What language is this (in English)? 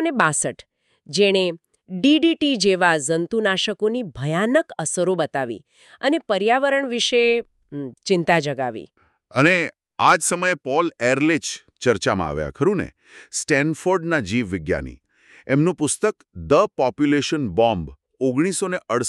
Gujarati